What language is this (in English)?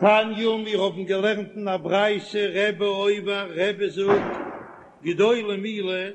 Yiddish